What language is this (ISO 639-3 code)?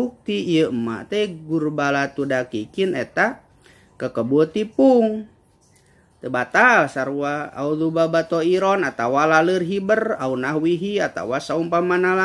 sun